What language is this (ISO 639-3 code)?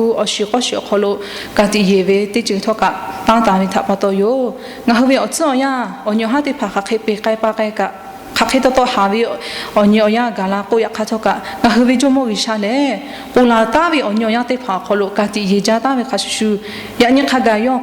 lhu